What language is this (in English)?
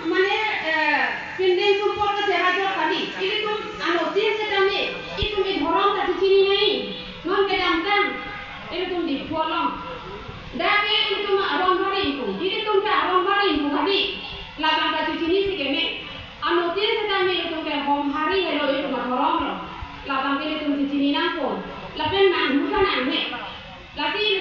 Karbi